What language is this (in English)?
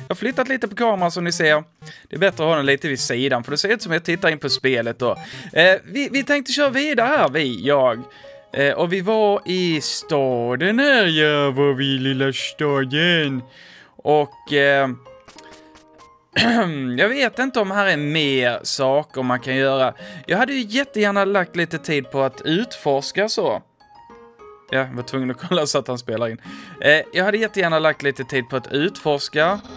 Swedish